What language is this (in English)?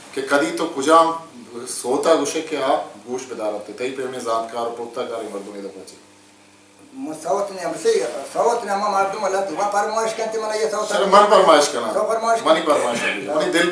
Baluchi